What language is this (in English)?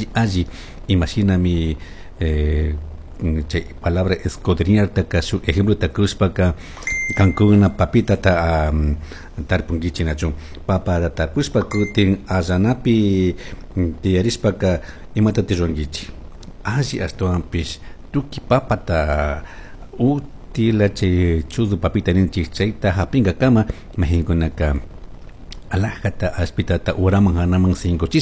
Chimborazo Highland Quichua